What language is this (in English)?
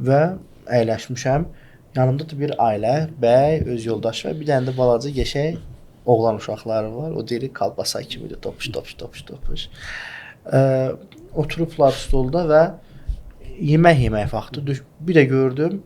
Azerbaijani